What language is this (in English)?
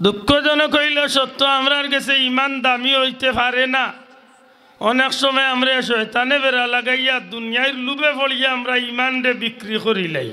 Sylheti